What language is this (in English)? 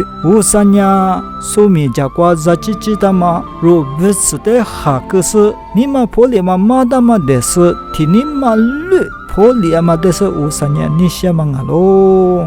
Lisu